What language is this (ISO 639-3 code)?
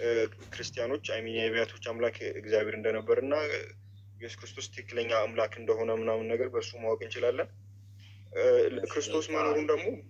amh